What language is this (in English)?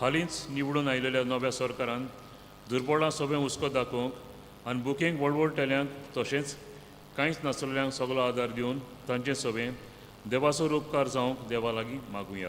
Konkani